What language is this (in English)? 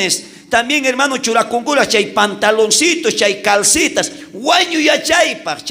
South Bolivian Quechua